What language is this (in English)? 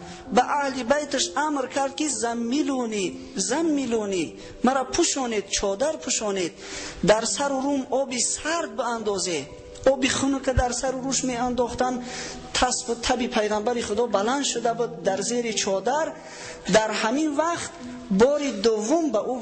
Tajik